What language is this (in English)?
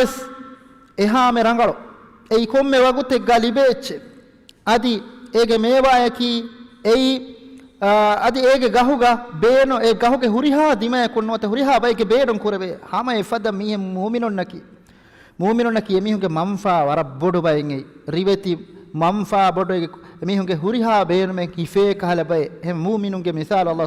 Divehi